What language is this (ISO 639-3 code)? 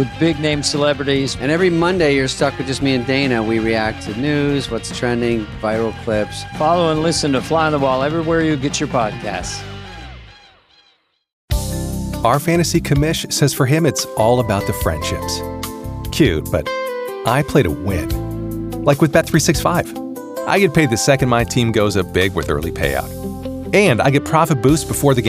eng